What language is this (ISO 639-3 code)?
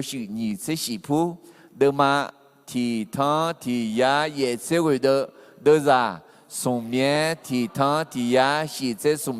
ahk